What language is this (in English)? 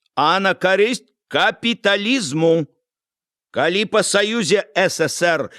Belarusian